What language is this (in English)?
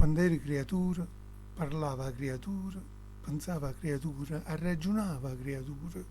Neapolitan